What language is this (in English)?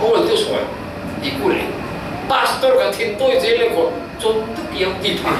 Falam Chin